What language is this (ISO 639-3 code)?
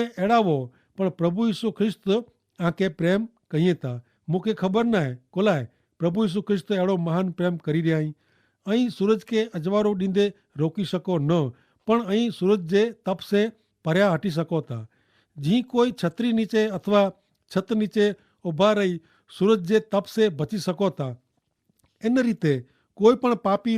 kfr